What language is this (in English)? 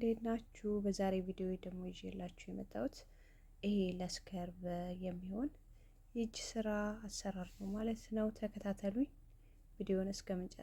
Amharic